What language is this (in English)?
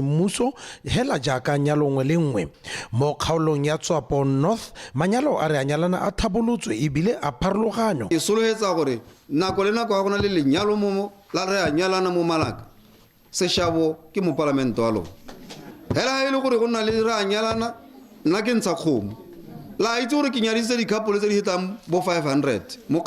Tswana